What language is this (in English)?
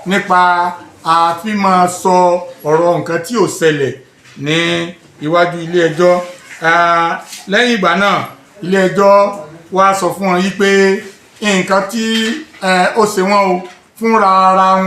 Yoruba